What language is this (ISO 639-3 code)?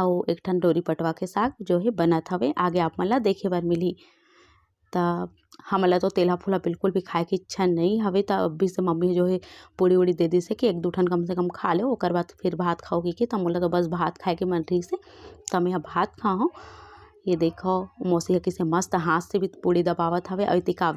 hne